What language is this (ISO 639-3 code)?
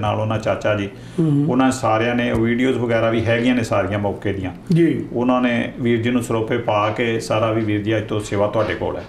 pan